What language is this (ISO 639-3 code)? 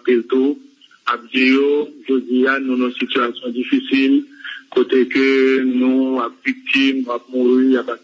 hat